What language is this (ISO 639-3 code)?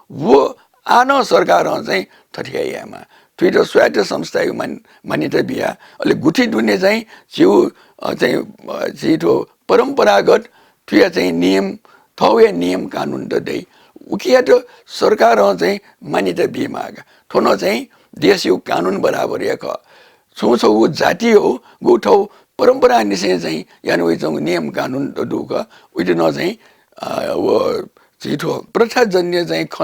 new